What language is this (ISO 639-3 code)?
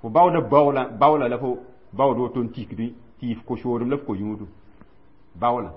mos